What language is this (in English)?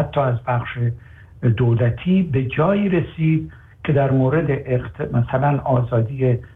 Persian